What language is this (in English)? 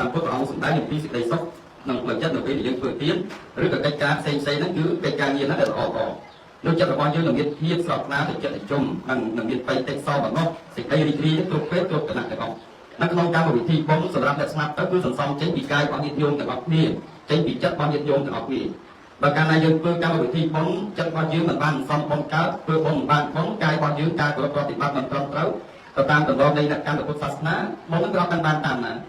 Khmer